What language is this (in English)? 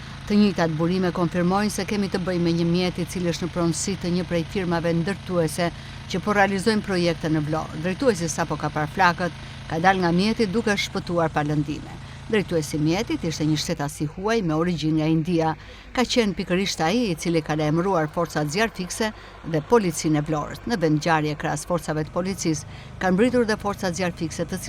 Albanian